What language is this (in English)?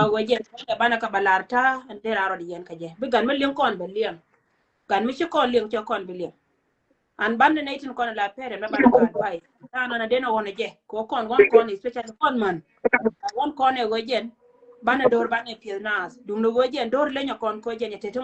Nuer